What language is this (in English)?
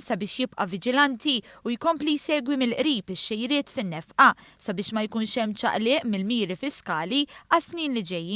Maltese